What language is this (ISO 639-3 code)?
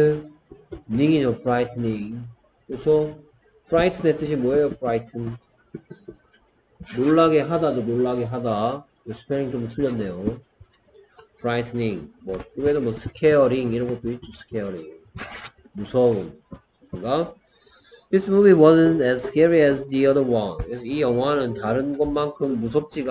kor